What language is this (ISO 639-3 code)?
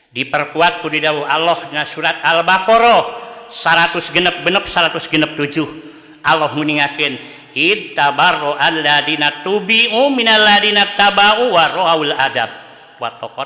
sun